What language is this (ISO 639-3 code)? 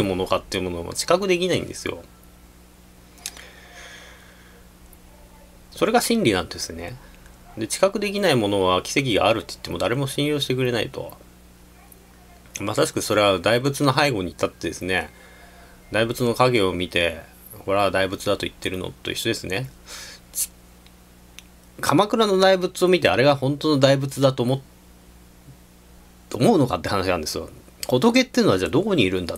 jpn